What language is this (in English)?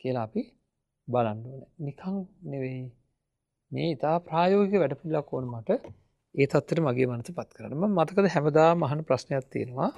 Sinhala